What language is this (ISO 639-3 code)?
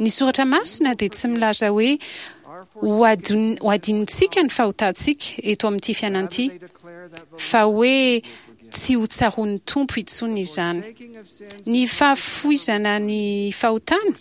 mlg